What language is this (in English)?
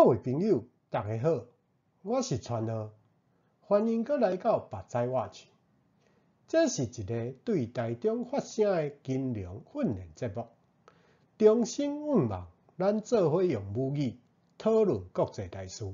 Min Nan Chinese